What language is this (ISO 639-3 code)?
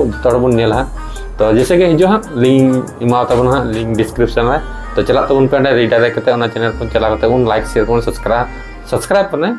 sat